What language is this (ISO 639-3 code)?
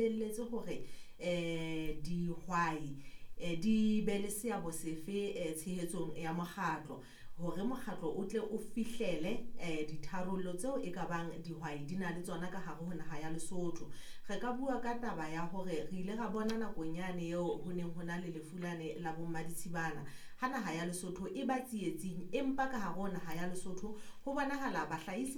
sot